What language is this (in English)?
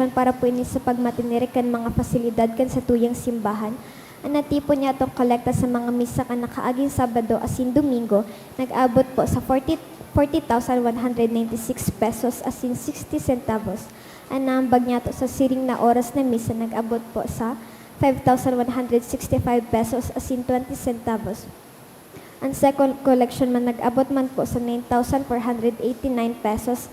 Bikol